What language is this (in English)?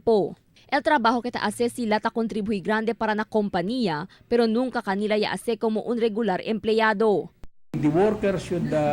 Chavacano